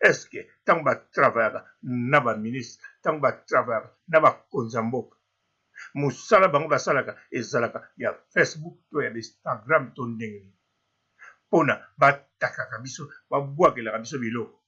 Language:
Lingala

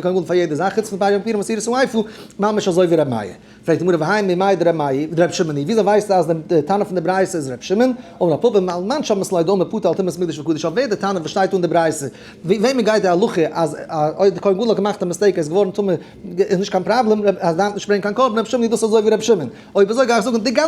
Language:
Yiddish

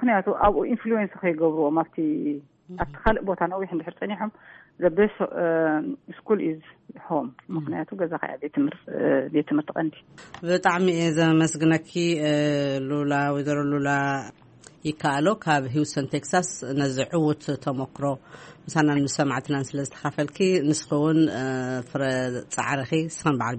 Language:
Tigrinya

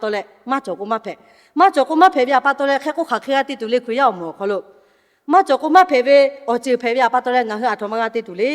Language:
Lahu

